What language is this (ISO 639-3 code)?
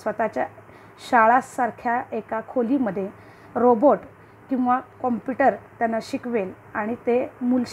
mar